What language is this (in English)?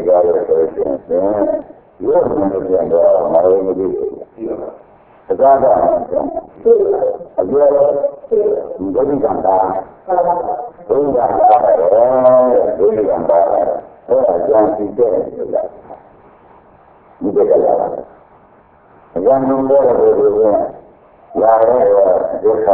Burmese